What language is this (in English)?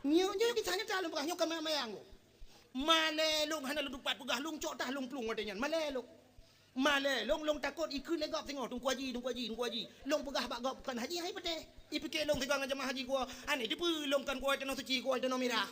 Achinese